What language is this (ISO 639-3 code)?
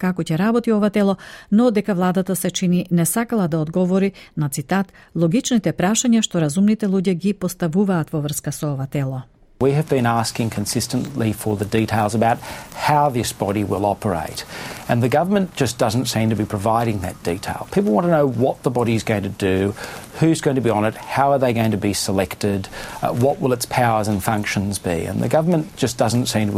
mkd